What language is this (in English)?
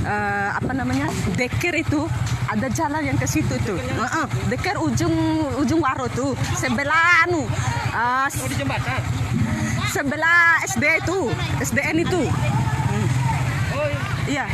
Bima